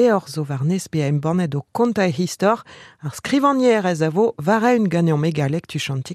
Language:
Breton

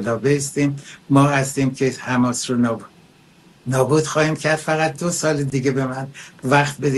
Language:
Persian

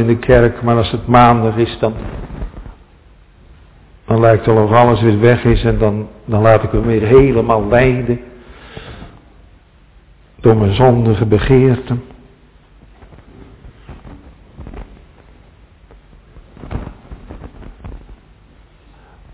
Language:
Dutch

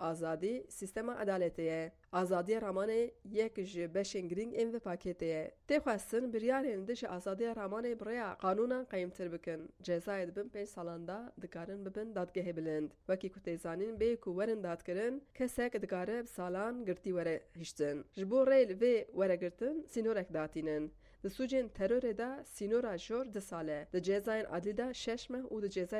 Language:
Kurdish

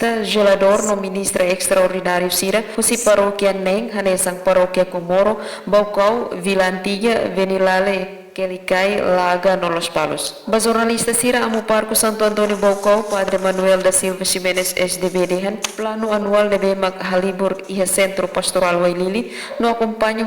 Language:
Tetum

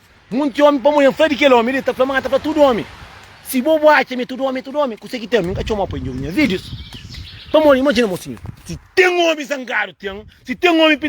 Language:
Kabuverdianu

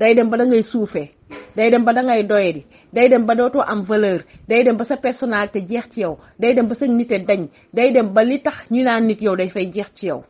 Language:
Wolof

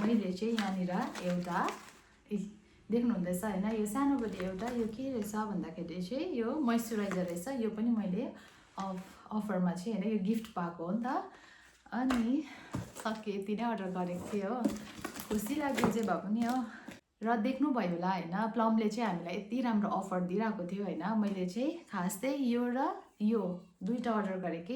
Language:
Nepali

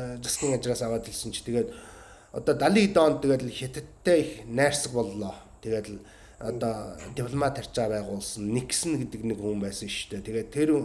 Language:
Mongolian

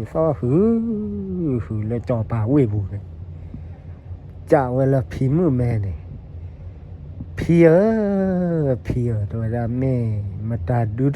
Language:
S'gaw Karen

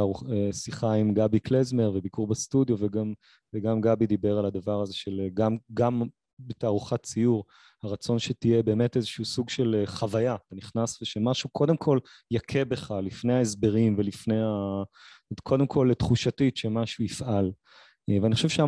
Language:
Hebrew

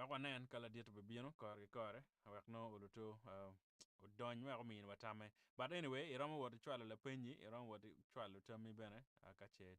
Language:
Acoli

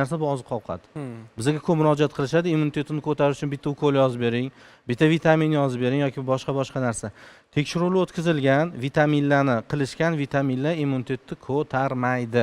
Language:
Uzbek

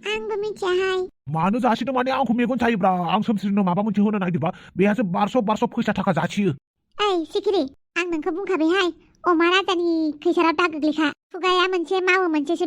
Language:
Bodo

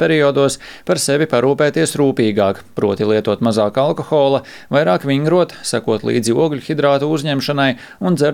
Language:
Latvian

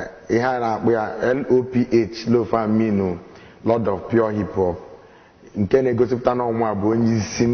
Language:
Igbo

